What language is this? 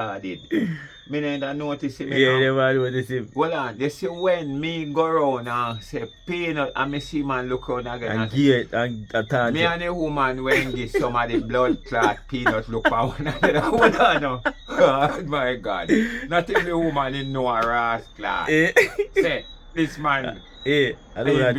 Jamaican Creole English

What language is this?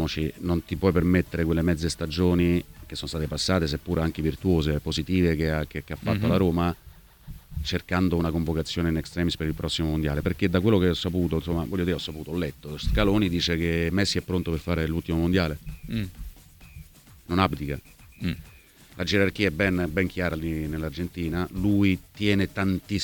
Italian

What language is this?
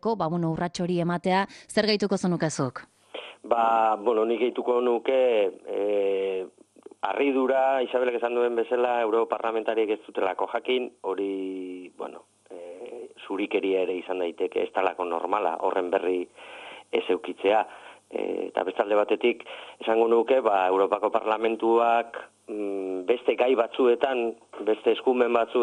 Basque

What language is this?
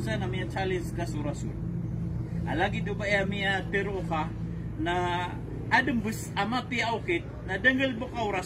Maranao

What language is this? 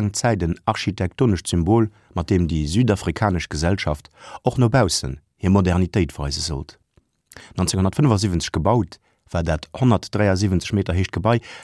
Luxembourgish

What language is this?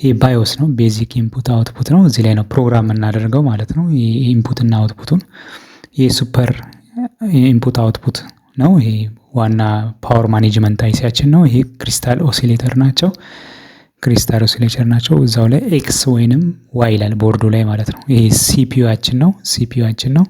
Amharic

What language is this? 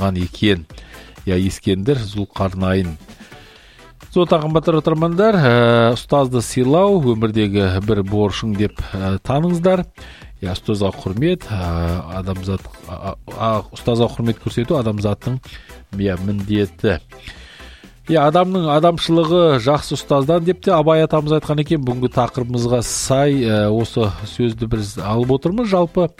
Kazakh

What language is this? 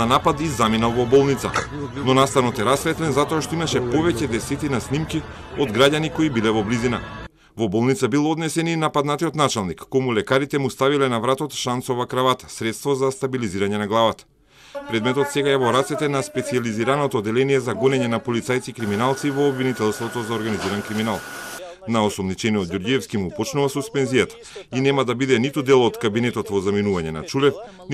Macedonian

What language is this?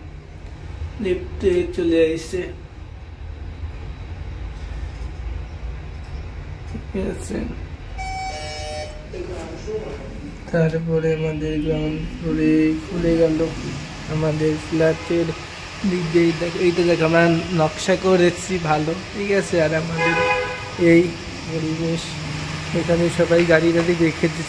Bangla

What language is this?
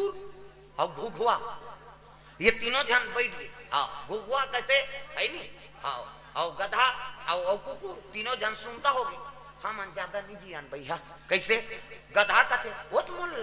Chhattisgarhi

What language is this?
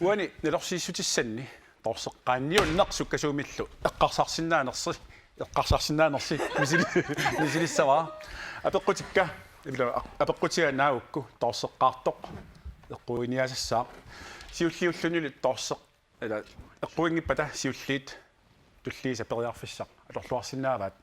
Kalaallisut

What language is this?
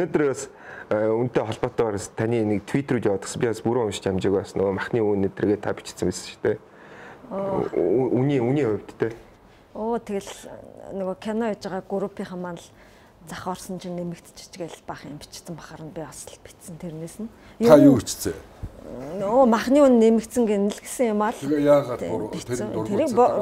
Mongolian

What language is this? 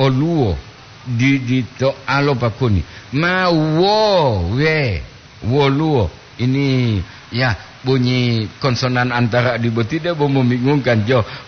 Gorontalo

